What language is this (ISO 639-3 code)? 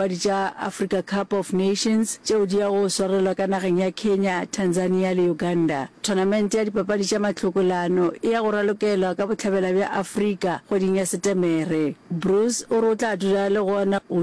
nso